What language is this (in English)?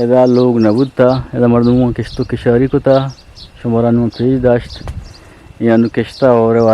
Eastern Balochi